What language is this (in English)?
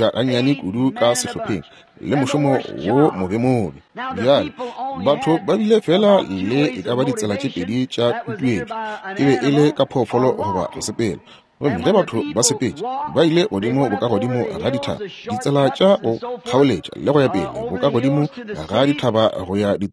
Northern Sotho